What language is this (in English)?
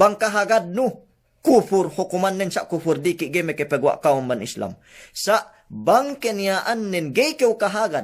Yakan